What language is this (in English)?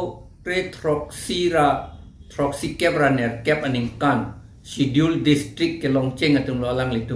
Karbi